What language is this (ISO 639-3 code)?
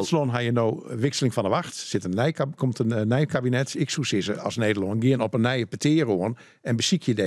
fry